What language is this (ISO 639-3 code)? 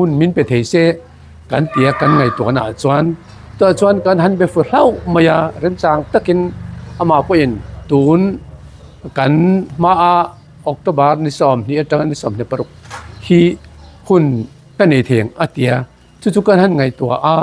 hmr